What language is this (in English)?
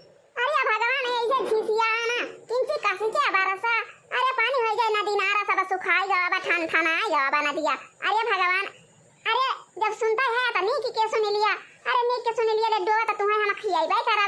Awadhi